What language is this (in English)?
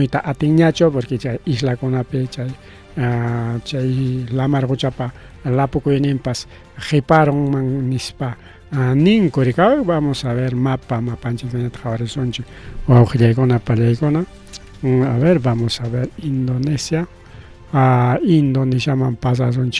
Ayacucho Quechua